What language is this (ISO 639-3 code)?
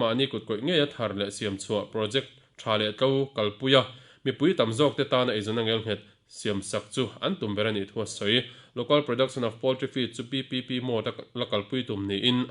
lus